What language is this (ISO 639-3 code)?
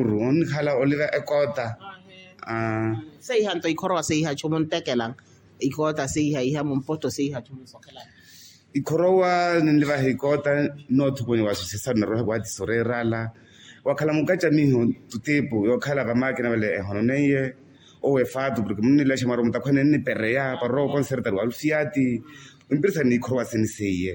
vmw